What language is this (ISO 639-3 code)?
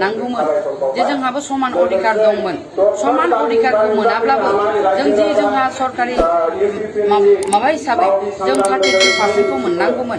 brx